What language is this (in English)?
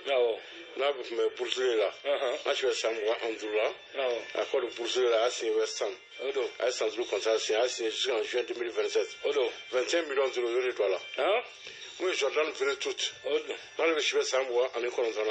Bambara